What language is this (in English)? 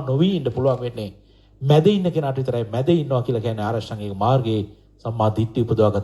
Sinhala